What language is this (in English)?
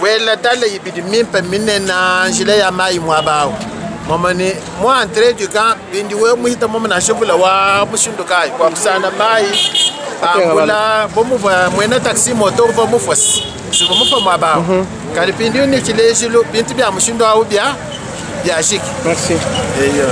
Luba-Lulua